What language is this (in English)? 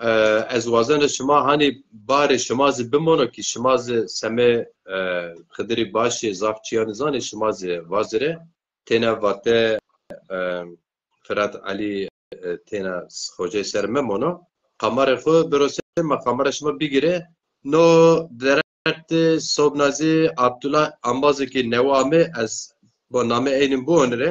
Zaza